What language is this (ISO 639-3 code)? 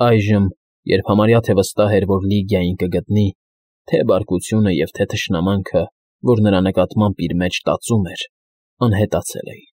hye